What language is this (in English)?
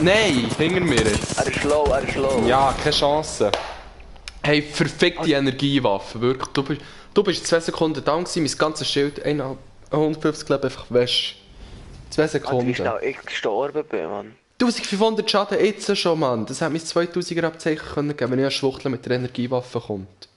Swiss German